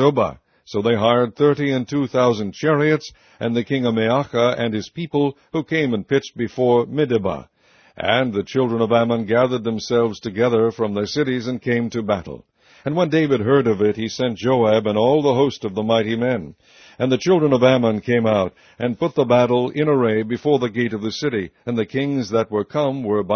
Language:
English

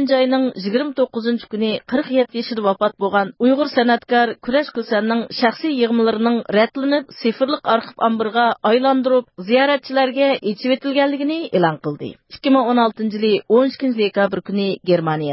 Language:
Uyghur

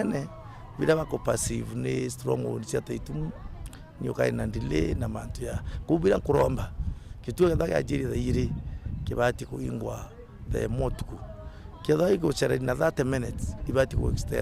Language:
Meru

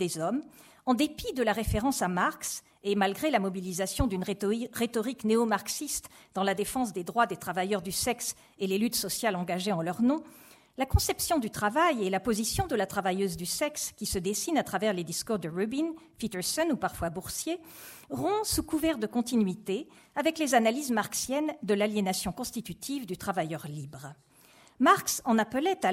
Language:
French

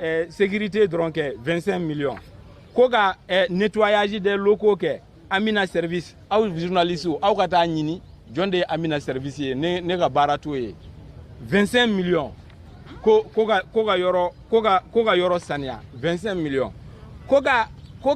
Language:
Bambara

